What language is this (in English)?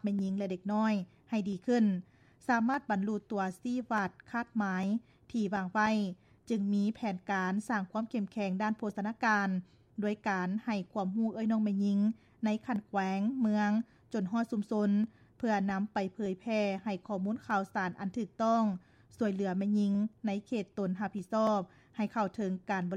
Lao